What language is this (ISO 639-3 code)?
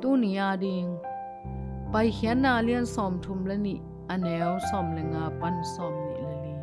ctd